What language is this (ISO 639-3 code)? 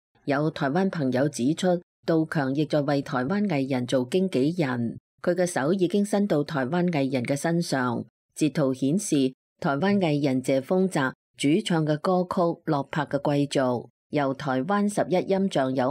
yue